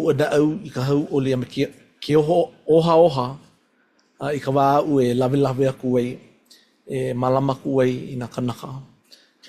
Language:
Hawaiian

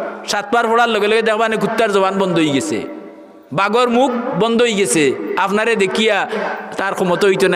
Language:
Sylheti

